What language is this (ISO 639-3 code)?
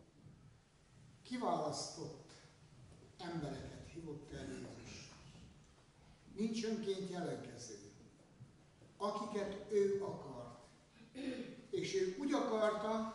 hun